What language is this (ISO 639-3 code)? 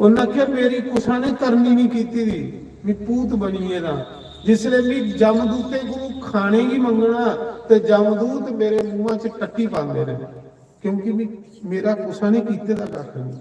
doi